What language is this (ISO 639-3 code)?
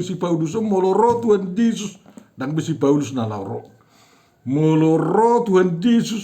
bbc